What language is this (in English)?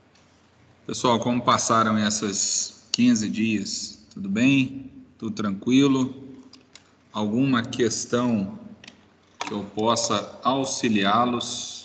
Portuguese